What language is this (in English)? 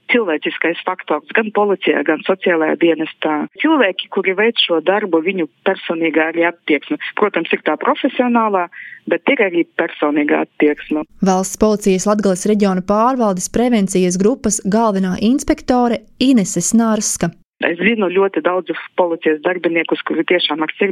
Latvian